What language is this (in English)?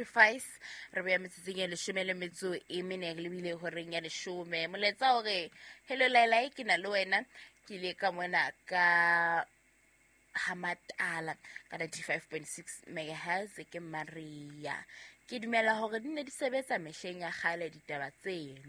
Southern Sotho